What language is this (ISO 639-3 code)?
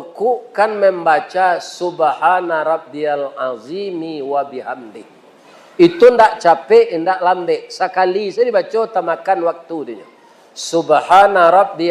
min